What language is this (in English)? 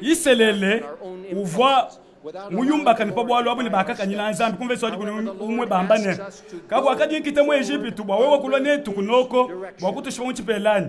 Luba-Lulua